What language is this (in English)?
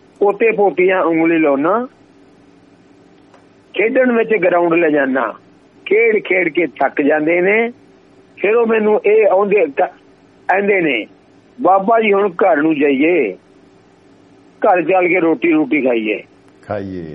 Punjabi